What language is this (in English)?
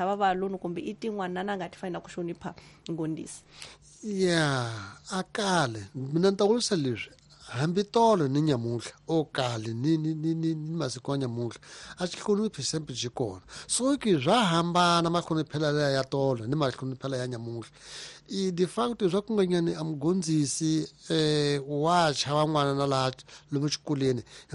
Tsonga